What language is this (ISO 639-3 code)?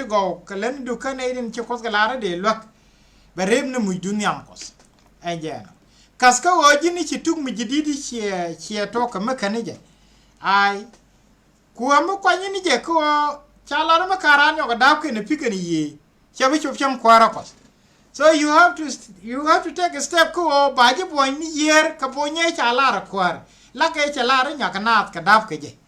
nus